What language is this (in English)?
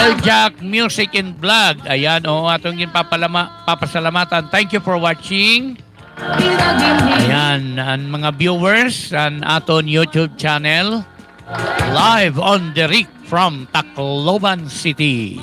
Waray